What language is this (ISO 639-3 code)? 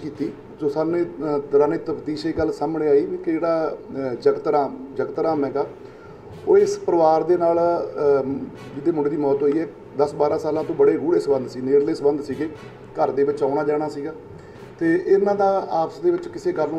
pan